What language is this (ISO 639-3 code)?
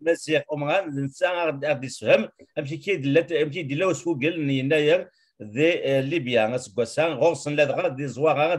kab